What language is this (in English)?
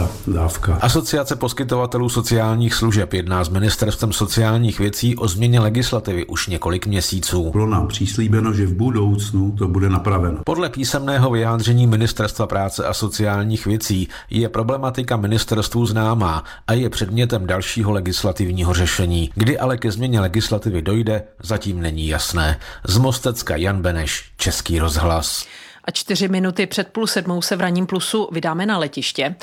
Czech